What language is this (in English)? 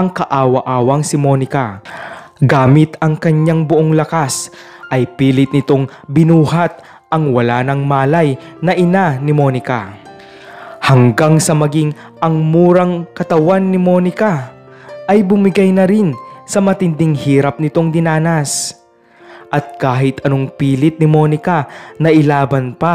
Filipino